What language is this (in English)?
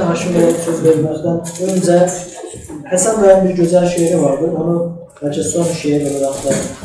South Azerbaijani